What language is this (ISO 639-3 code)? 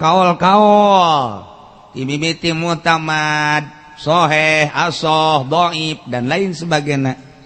sun